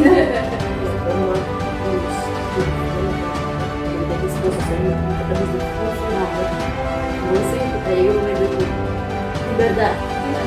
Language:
Papiamento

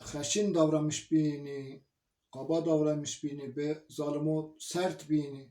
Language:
Zaza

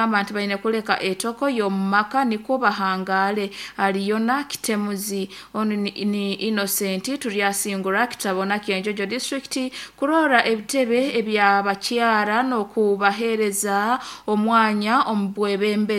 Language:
Nyoro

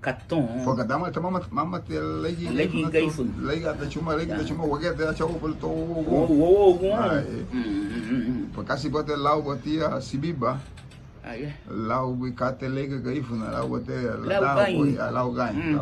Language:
Garifuna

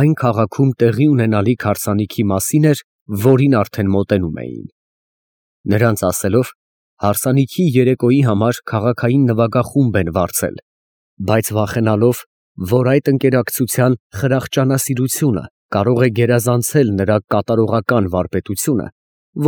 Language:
Armenian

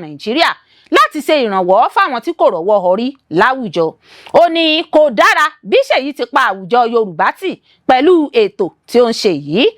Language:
Yoruba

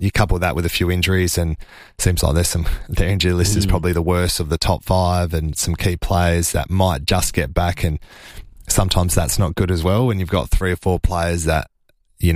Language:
English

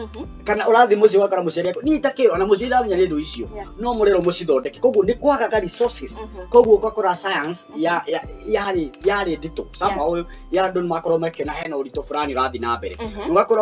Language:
Kikuyu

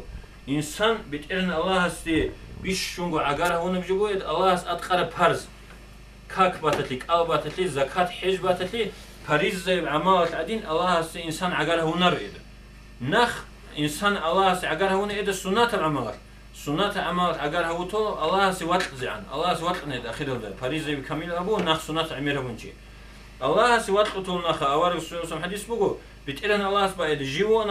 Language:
Avaric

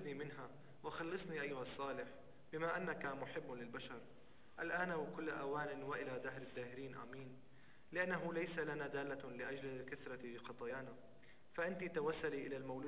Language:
Arabic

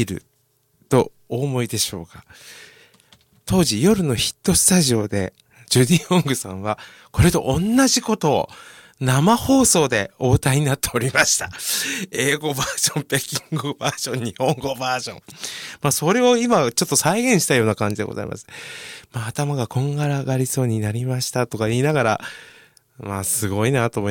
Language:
Japanese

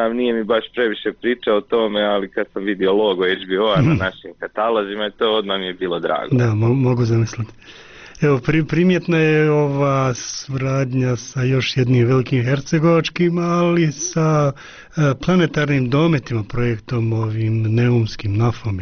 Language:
Croatian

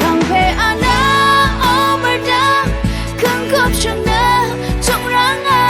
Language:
Rawang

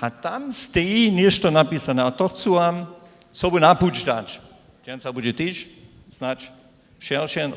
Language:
Upper Sorbian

